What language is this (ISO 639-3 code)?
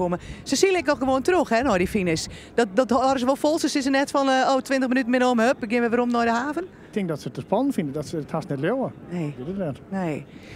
fry